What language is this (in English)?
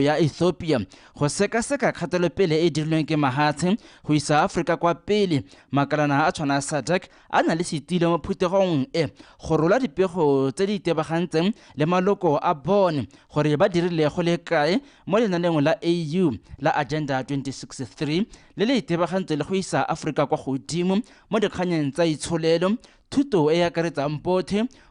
Tswana